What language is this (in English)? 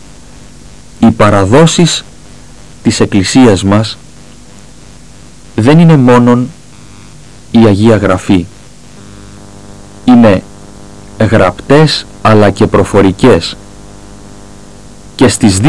Greek